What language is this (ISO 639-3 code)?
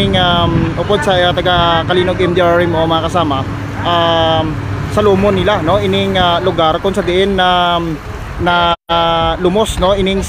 hil